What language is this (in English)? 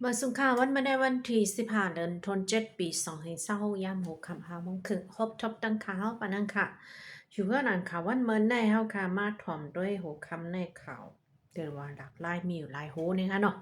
Shan